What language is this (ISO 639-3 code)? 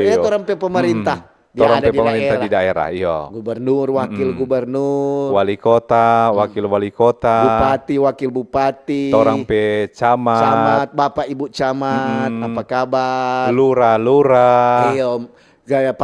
xmm